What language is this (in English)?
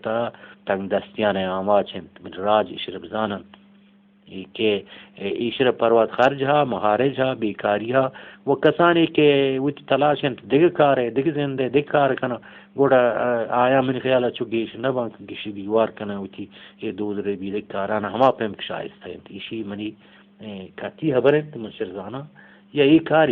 Eastern Balochi